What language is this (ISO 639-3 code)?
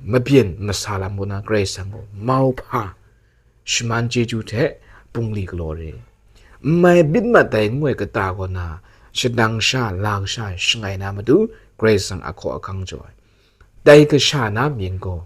kac